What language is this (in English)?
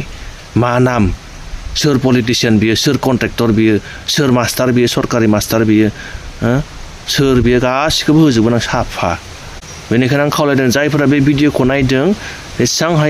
Bodo